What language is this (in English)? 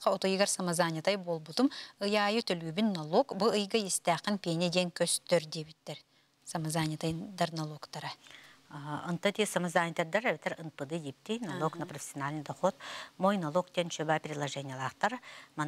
Yakut